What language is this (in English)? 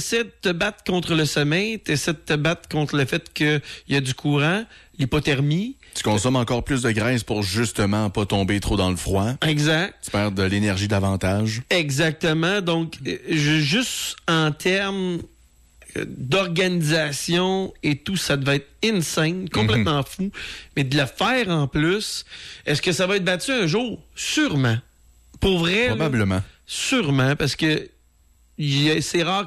French